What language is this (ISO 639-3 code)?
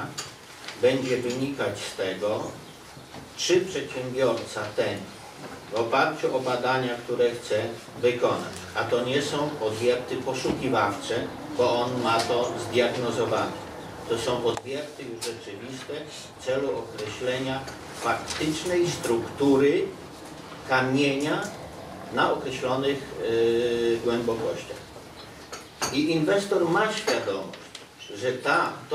pol